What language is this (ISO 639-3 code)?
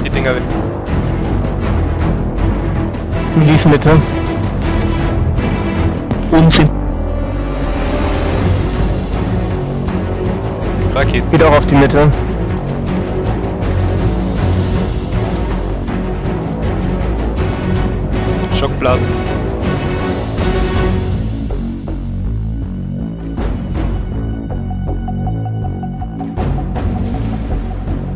deu